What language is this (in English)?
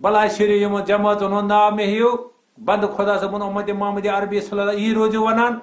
Kashmiri